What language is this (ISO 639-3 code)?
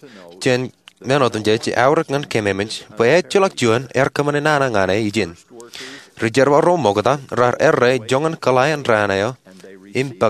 mah